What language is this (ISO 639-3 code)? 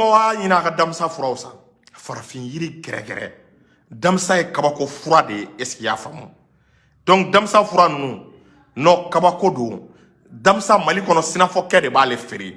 bam